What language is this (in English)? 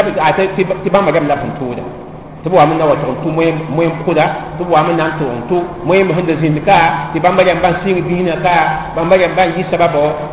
Mossi